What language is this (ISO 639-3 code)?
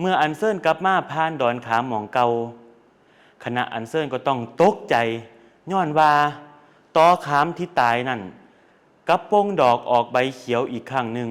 lao